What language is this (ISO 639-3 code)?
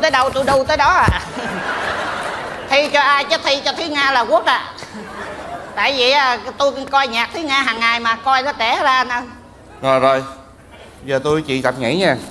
vie